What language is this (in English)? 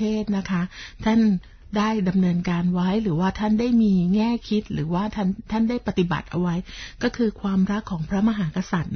Thai